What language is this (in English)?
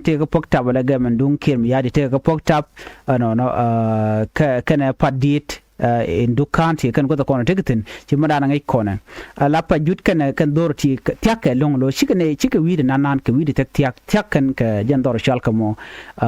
Nuer